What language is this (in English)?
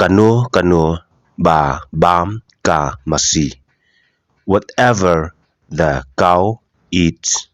Khasi